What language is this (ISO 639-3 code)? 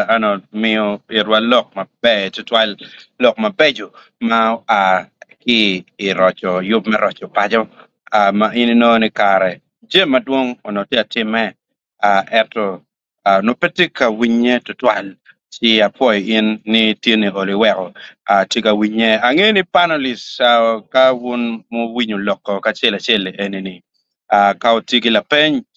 ach